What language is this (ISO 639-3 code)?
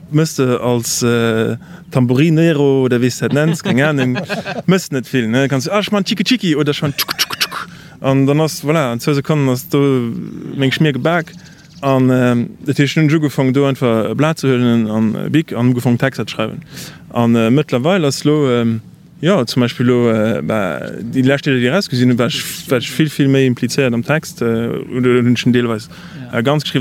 ltz